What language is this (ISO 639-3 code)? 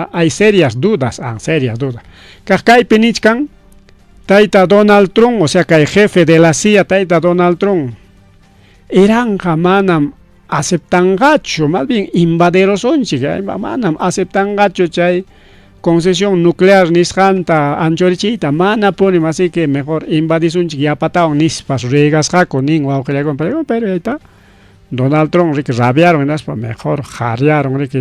quy